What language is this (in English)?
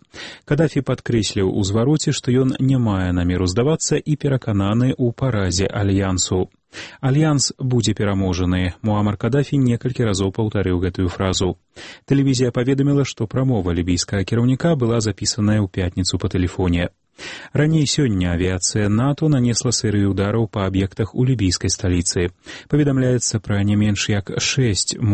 Belarusian